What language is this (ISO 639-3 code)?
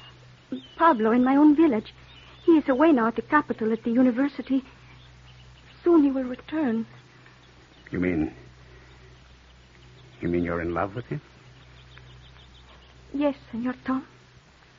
eng